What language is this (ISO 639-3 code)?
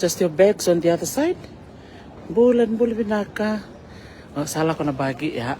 fij